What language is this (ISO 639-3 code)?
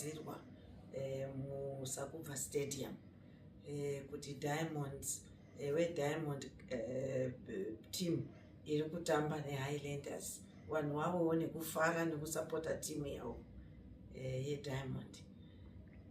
sna